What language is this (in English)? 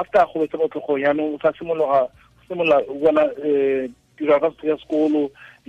Tswana